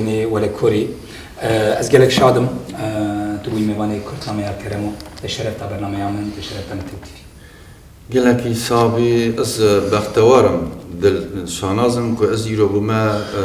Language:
Kurdish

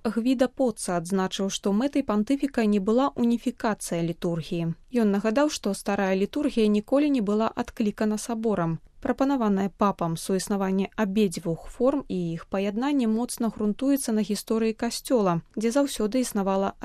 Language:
Belarusian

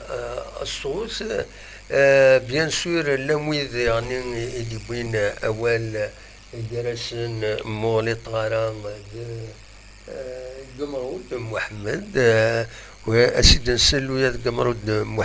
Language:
Kabyle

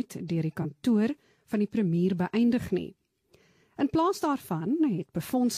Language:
Afrikaans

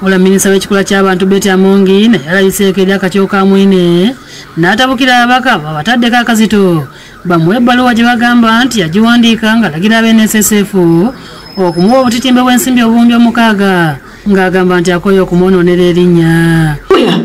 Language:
Ganda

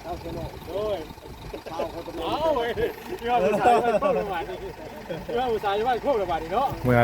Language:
Northeastern Thai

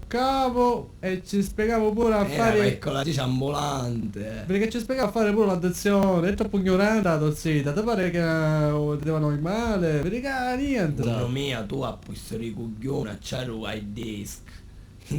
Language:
Sicilian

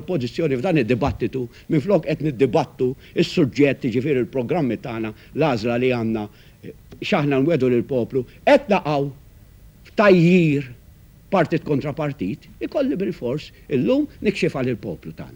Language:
Maltese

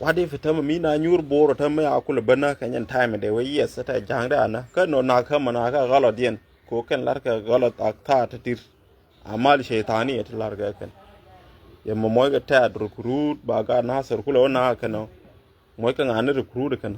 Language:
Nuer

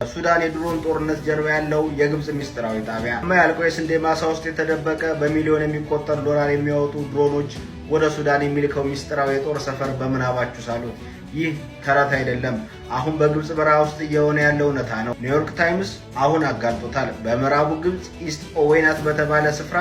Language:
Amharic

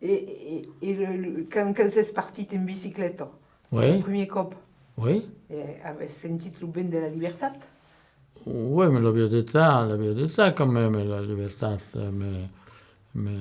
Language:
Occitan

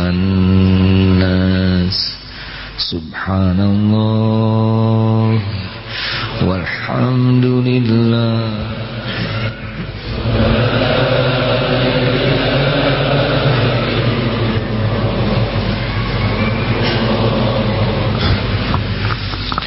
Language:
Indonesian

